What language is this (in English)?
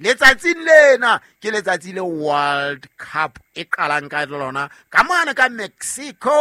Southern Sotho